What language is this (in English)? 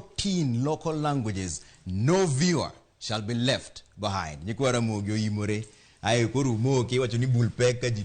Luo (Kenya and Tanzania)